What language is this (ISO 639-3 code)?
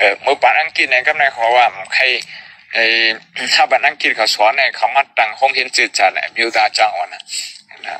shn